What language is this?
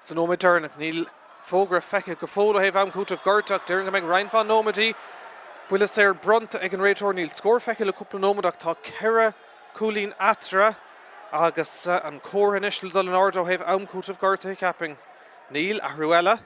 Irish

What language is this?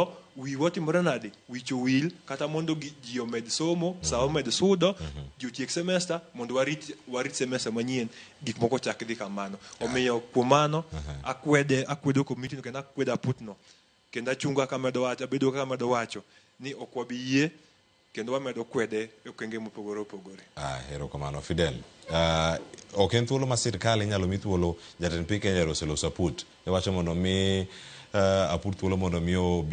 Luo (Kenya and Tanzania)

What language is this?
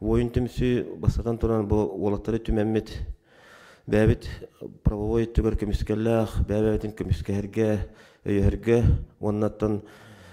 Yakut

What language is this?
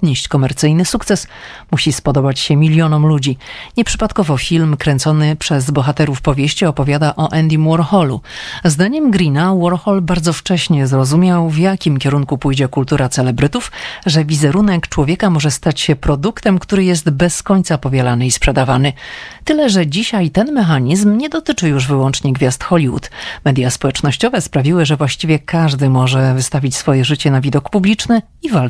Polish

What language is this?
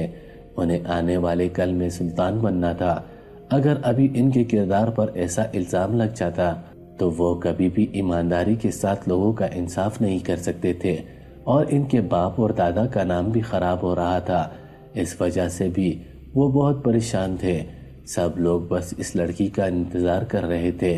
Urdu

